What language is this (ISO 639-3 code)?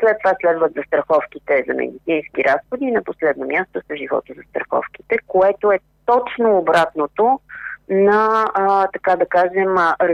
bul